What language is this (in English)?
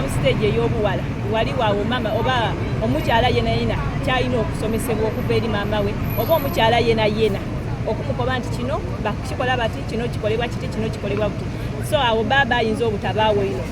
Soga